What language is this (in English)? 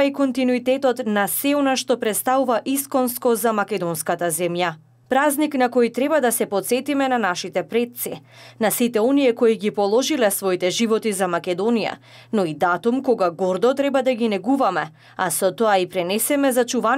Macedonian